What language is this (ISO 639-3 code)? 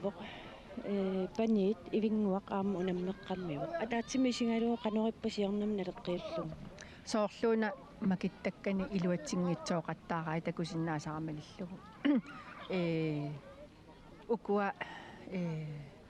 kal